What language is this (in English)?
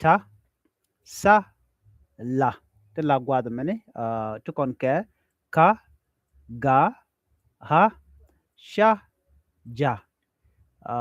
Nuer